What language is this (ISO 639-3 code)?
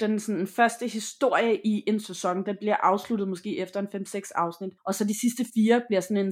dan